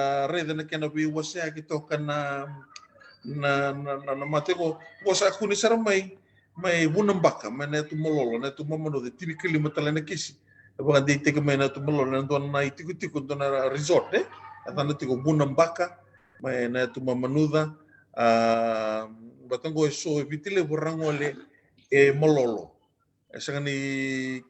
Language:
Fijian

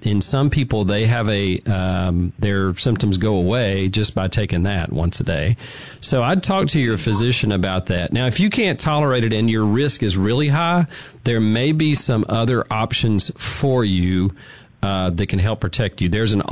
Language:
English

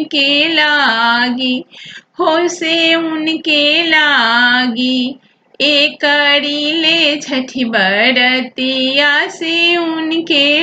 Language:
Bhojpuri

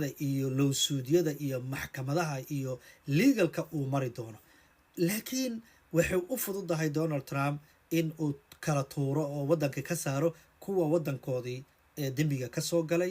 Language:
Somali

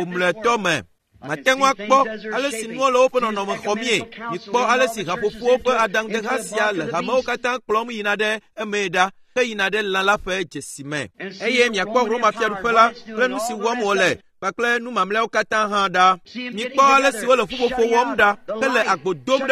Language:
Ewe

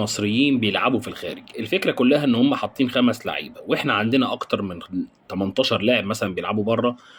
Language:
Egyptian Arabic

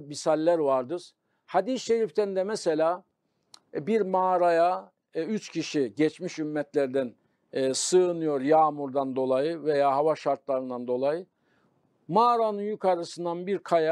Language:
Turkish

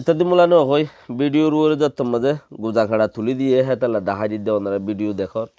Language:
Rohingya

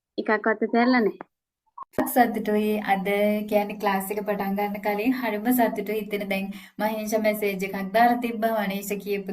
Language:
Sinhala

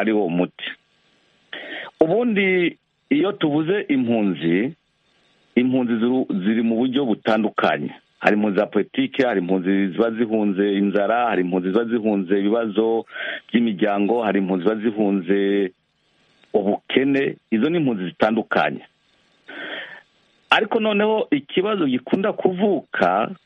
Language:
Kinyarwanda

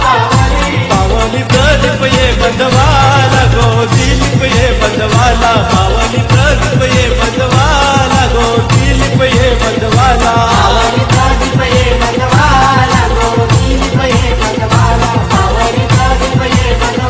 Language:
Marathi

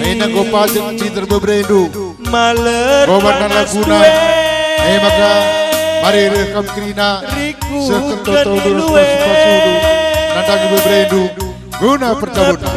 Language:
Batak Karo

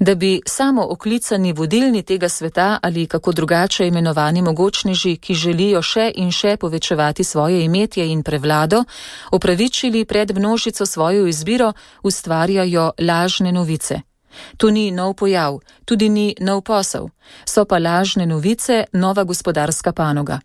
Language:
Slovenian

